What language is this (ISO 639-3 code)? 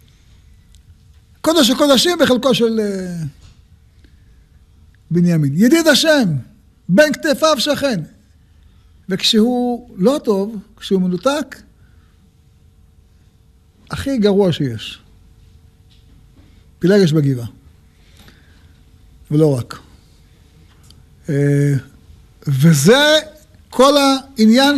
heb